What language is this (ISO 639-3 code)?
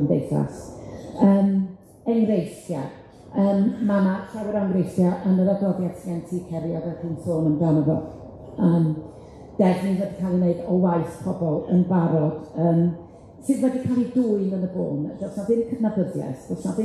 cym